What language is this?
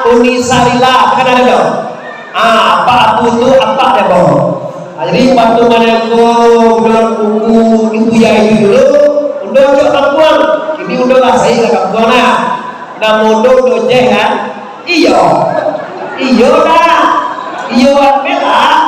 Minangkabau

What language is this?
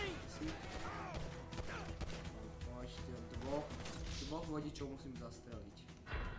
Slovak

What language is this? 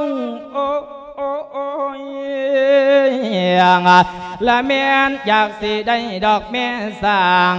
Lao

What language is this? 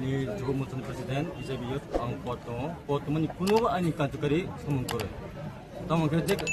Kok Borok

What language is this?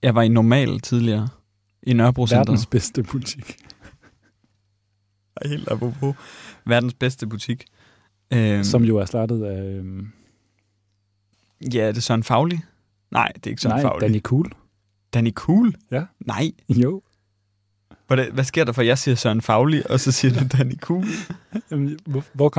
Danish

